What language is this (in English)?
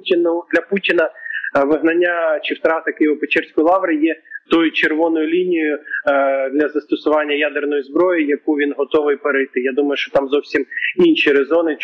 Ukrainian